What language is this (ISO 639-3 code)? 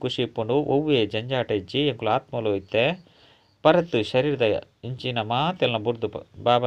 tcy